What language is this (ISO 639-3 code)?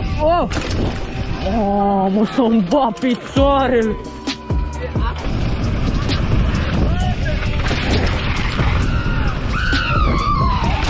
ron